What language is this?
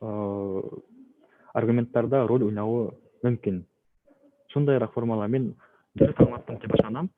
Bashkir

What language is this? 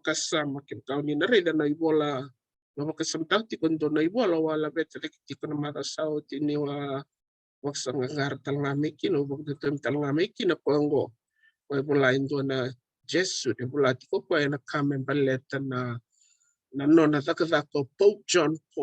Fijian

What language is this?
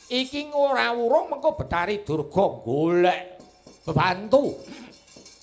Javanese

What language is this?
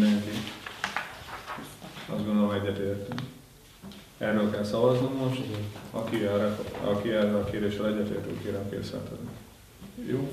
Hungarian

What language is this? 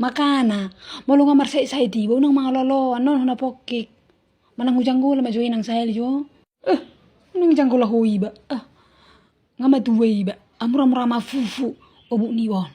Batak Toba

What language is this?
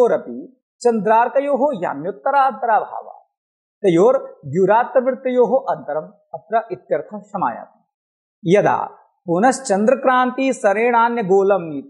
Sanskrit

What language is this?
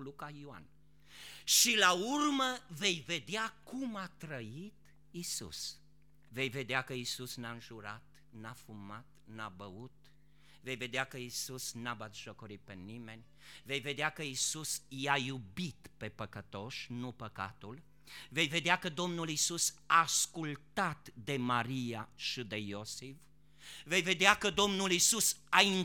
Romanian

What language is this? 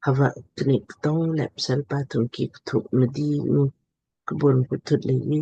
Lamkang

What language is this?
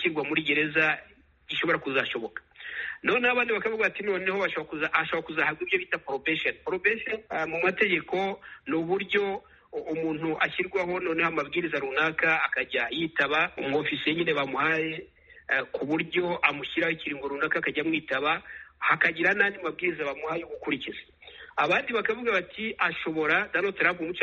Kinyarwanda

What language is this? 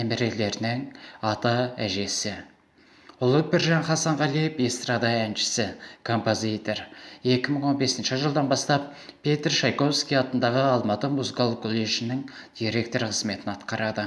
Kazakh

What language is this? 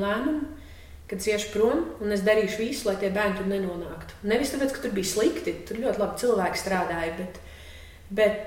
Latvian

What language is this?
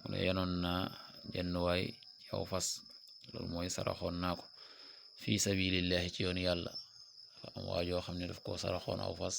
Wolof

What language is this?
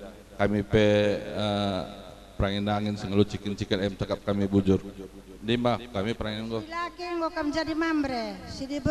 Batak Karo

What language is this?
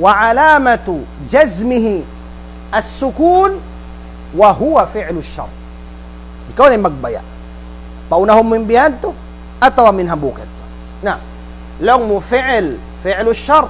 Tausug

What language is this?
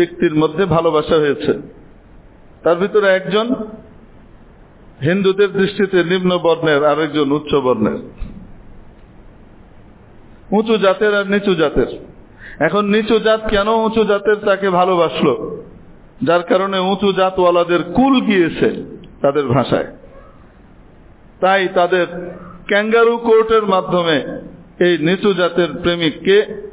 Bangla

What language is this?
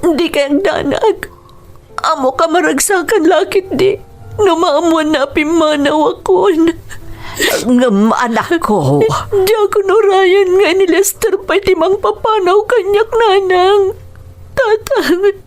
Iloko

